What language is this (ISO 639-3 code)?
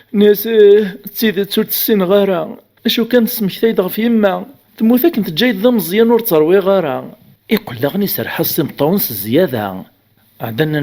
kab